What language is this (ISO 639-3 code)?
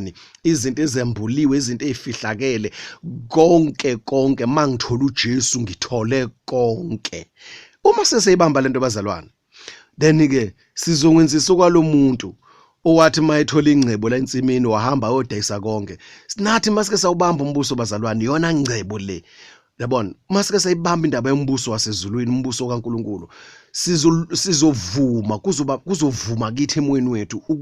zul